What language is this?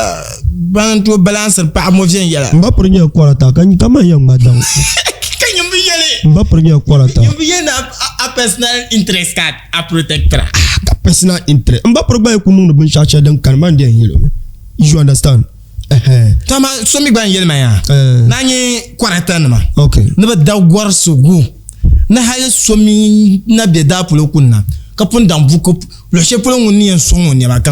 Dagbani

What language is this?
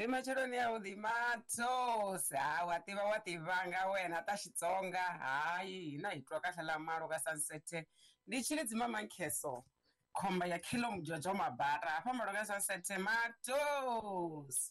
Tsonga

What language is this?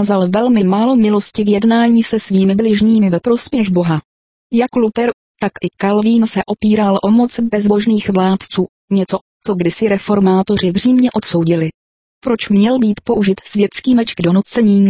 Czech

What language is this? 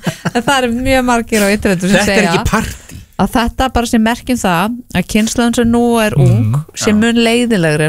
Icelandic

